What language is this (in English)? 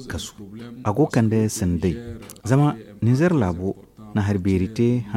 Zarma